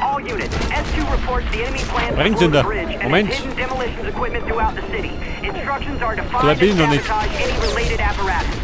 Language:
Bavarian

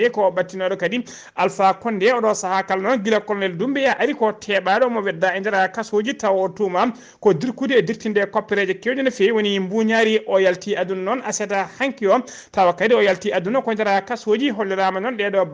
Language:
Fula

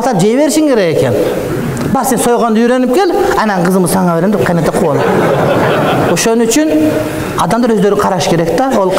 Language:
Kyrgyz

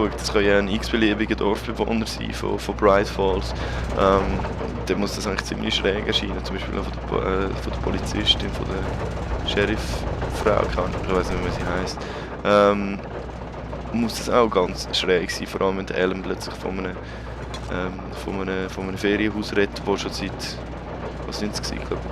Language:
Swiss German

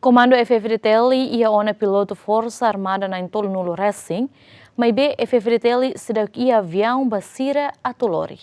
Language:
Tetum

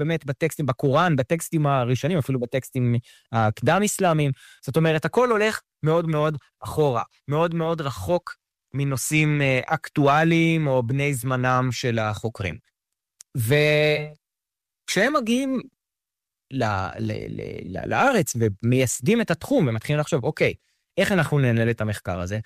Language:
Hebrew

